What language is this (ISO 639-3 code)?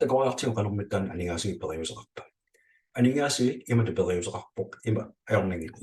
kal